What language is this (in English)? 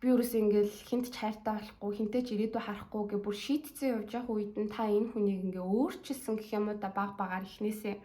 Mongolian